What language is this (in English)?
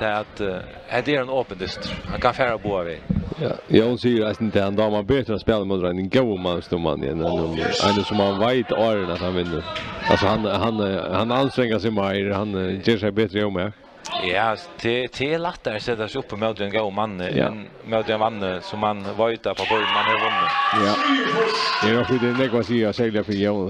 Faroese